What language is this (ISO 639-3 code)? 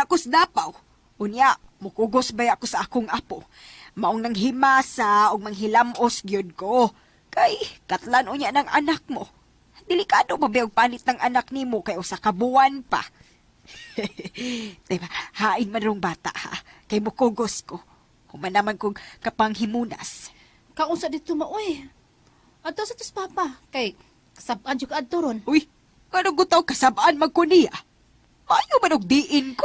ceb